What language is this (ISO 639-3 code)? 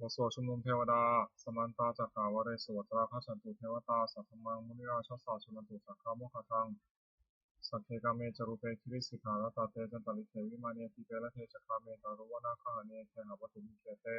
pli